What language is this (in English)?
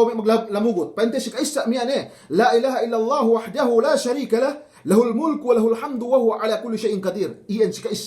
Yakan